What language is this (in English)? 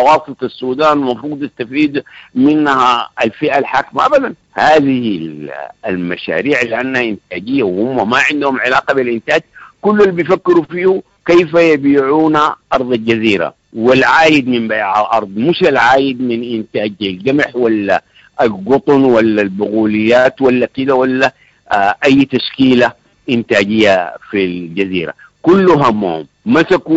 Sudanese Arabic